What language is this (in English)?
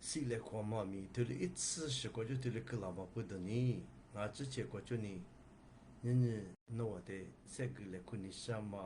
Lisu